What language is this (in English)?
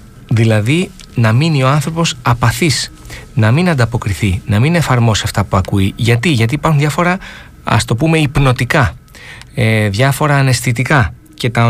Greek